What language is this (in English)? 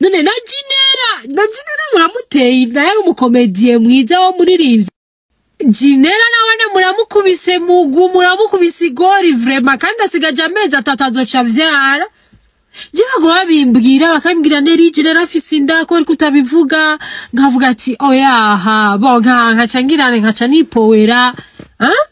Rundi